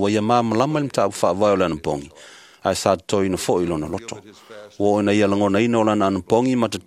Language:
Samoan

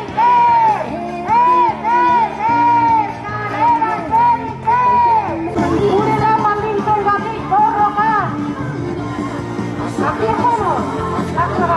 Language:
Basque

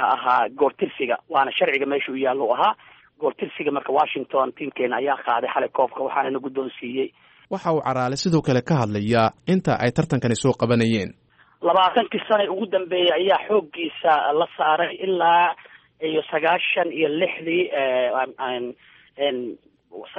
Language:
Somali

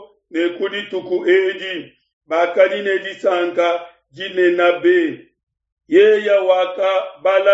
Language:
Luba-Lulua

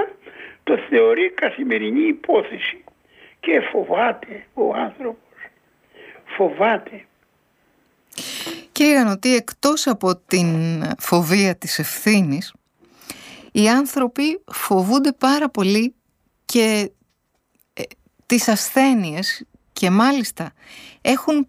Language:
Greek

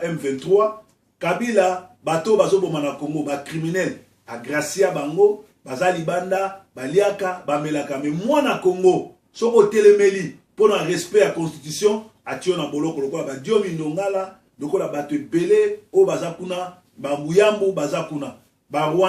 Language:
Lingala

